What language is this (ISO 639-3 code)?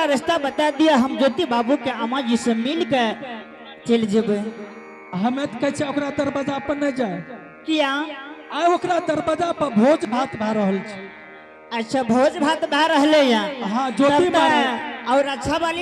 anp